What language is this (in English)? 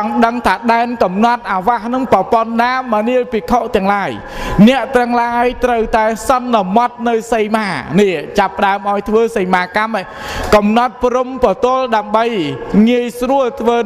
Khmer